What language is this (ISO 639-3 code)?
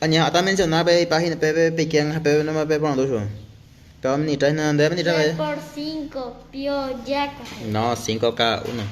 grn